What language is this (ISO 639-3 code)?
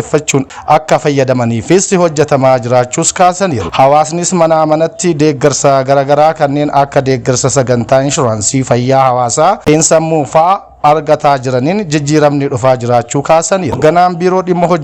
orm